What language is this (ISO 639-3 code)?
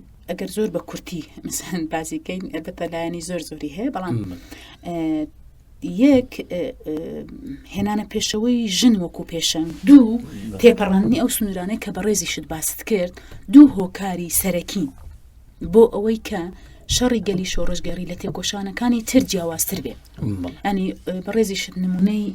ckb